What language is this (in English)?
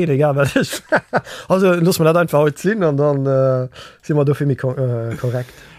Luxembourgish